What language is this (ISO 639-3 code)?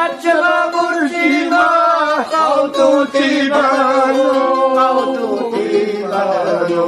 lbe